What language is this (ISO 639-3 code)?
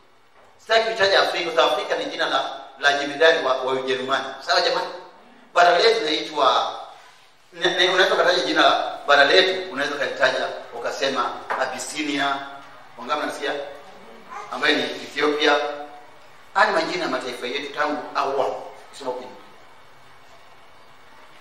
swa